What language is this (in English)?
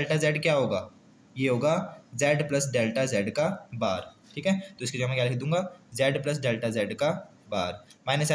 Hindi